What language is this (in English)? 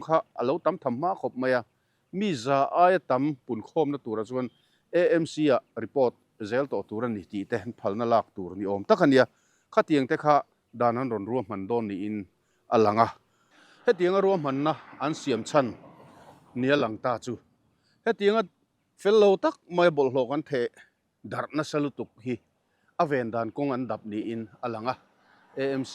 Mizo